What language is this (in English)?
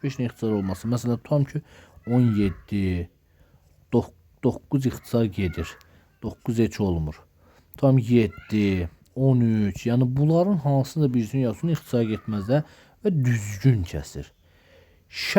Azerbaijani